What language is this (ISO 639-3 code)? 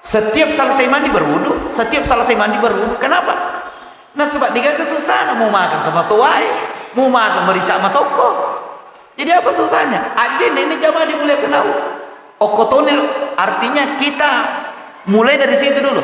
bug